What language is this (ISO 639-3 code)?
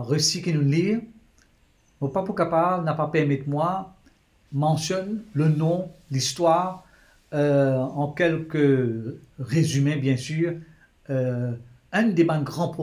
mfe